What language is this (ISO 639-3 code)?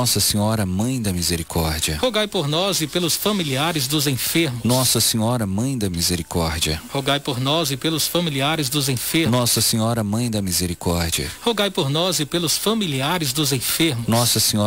por